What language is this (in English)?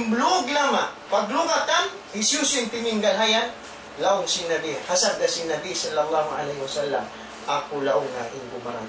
Tausug